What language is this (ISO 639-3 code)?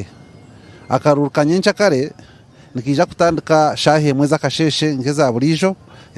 nyn